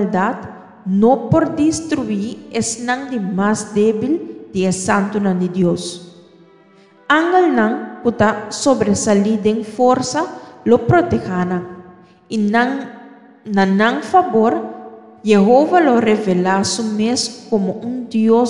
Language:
Papiamento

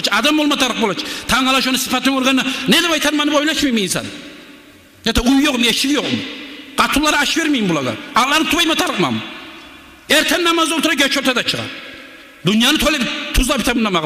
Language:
Kumyk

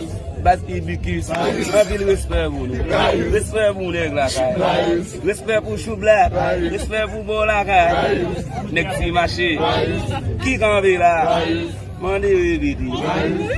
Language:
Haitian Creole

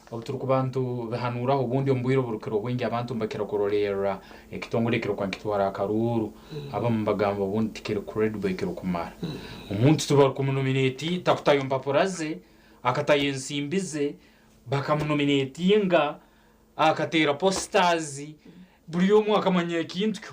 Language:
Nyankole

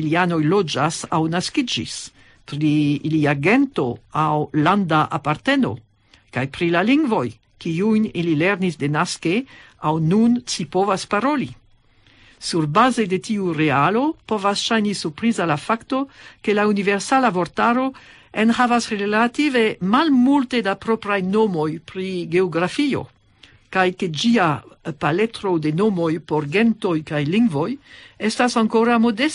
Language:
Esperanto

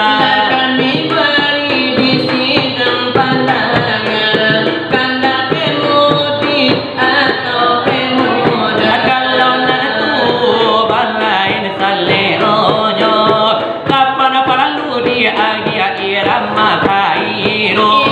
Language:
Minangkabau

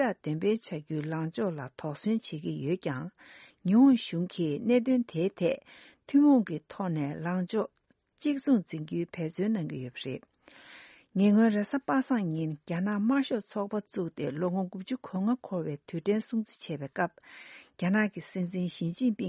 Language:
Tibetan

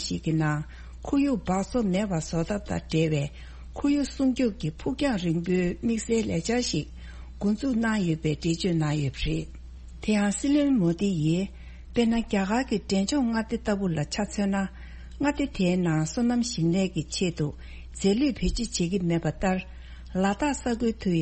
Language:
Tibetan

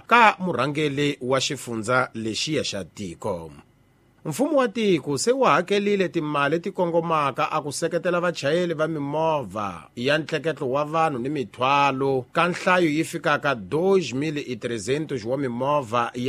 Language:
Tsonga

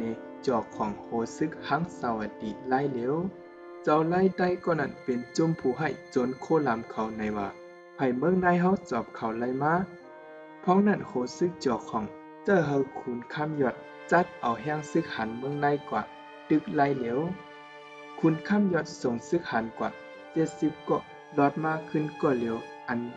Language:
Shan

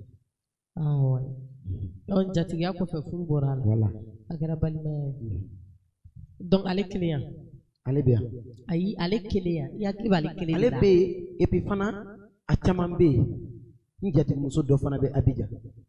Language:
Bambara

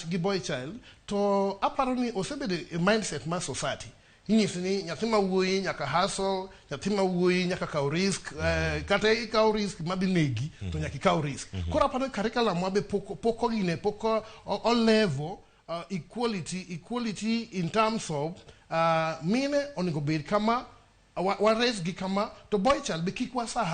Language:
Luo (Kenya and Tanzania)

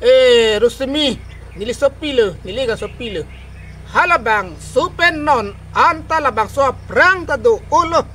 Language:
Karbi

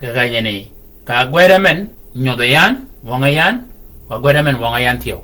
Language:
Shilluk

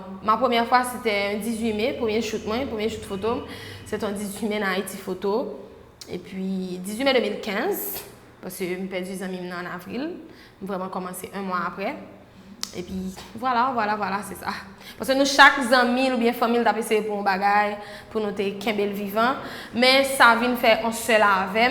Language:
Haitian Creole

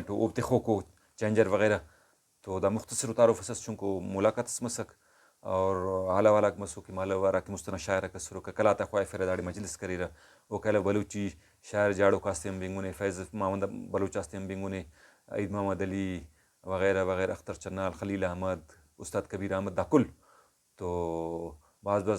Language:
Brahui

